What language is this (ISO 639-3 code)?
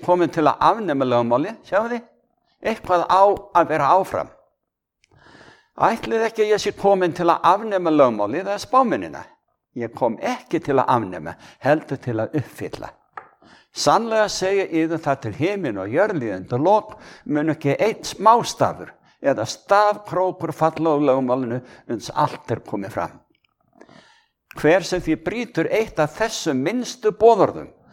isl